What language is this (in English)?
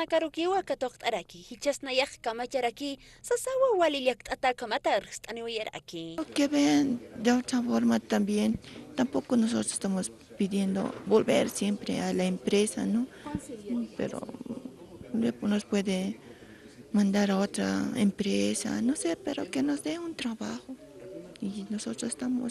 Aymara